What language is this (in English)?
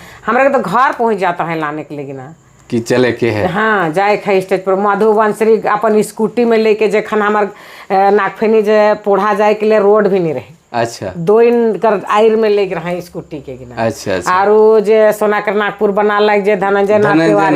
Sadri